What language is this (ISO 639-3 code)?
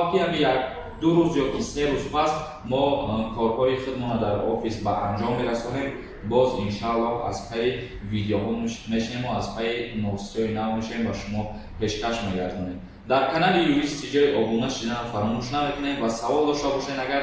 tgk